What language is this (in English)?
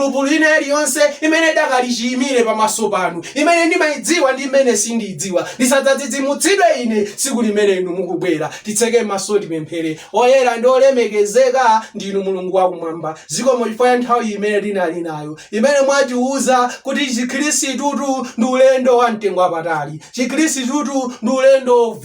Nyanja